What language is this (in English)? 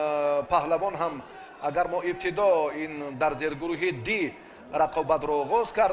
Tajik